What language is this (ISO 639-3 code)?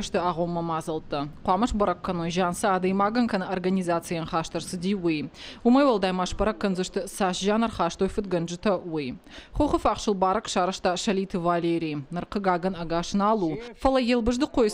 oss